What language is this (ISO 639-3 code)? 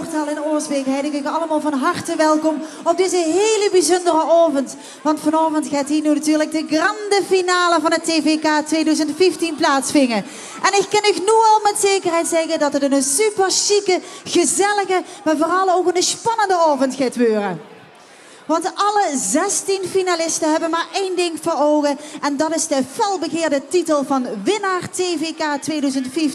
lim